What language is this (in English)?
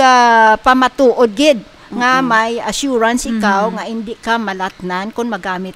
Hiligaynon